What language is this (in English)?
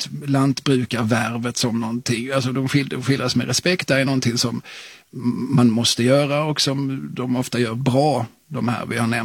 Swedish